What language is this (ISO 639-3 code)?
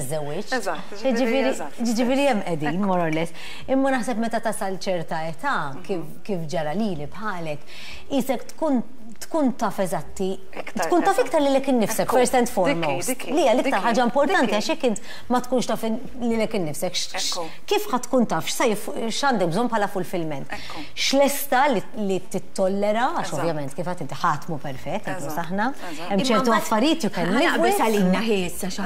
mlt